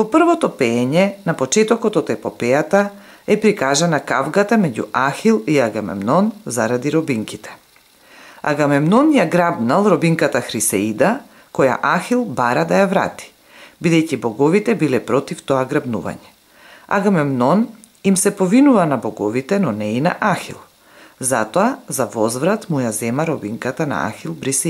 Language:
Macedonian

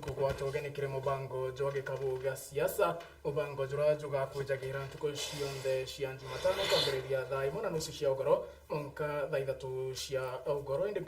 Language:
Meru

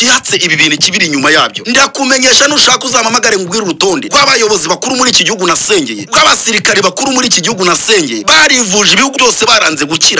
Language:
Kinyarwanda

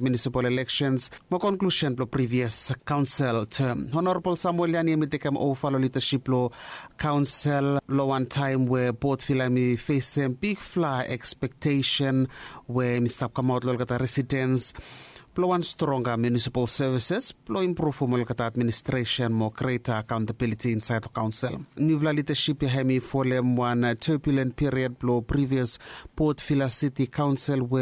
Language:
Bislama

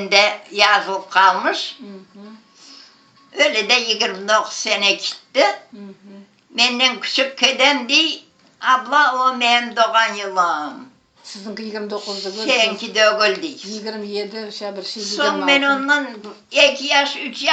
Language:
Crimean Tatar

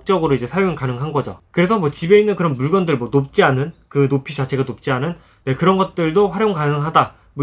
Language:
Korean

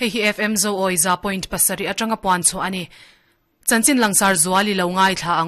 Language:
Mizo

